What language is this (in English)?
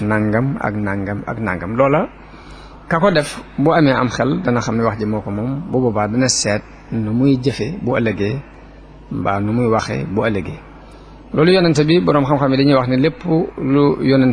Wolof